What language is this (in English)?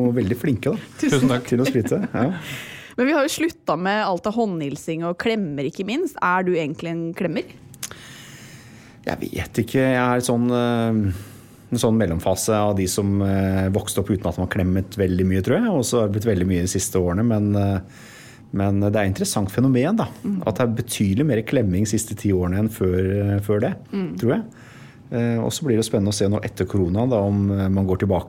Norwegian